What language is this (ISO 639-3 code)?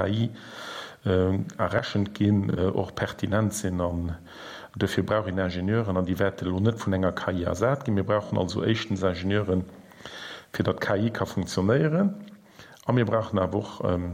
ltz